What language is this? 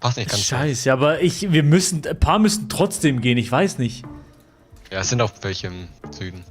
Swiss German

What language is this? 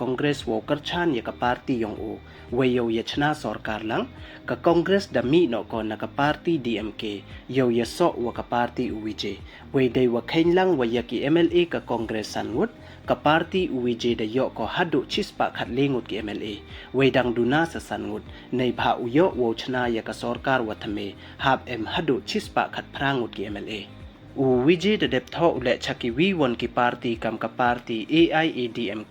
Pnar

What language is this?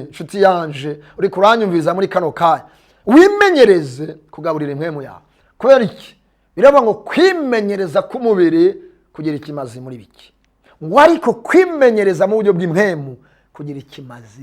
Rundi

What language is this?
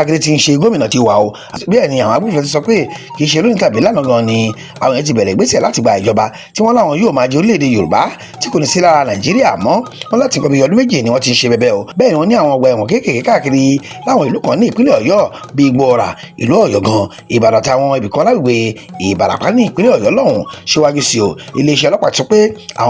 Yoruba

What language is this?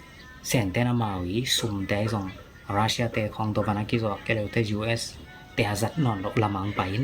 Tedim Chin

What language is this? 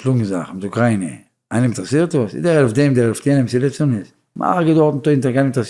Yiddish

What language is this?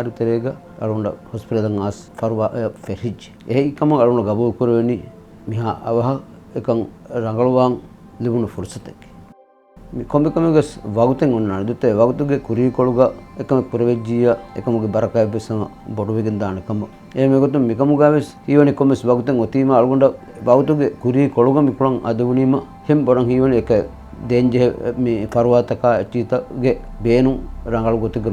Divehi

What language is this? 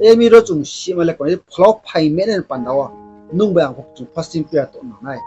Riang (India)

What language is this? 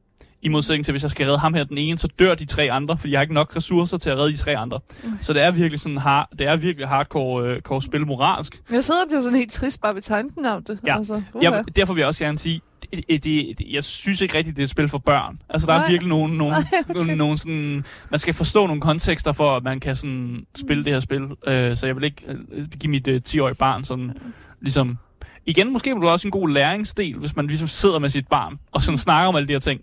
Danish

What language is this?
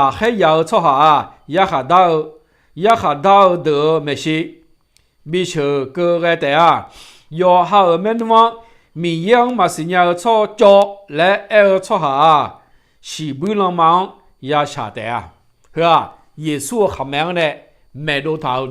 Akha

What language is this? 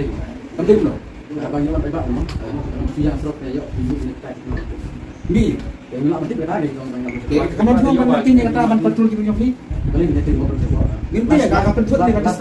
Khasi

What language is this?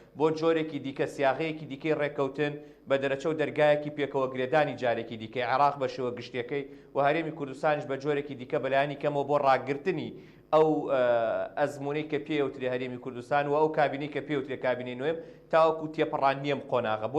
Central Kurdish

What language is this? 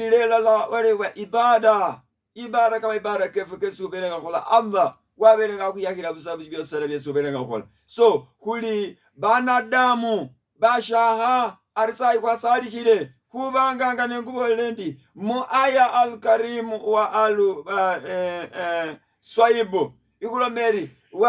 Masaaba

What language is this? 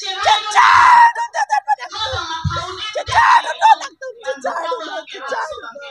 Karbi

